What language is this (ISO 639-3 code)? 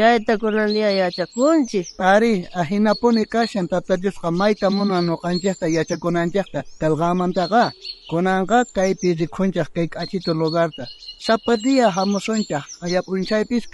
quh